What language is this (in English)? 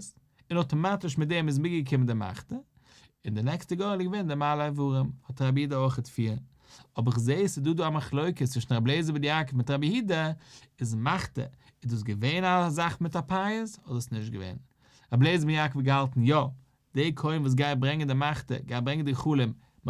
Yiddish